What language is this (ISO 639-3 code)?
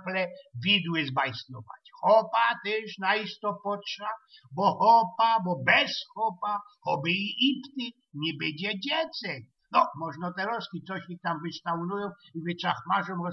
szl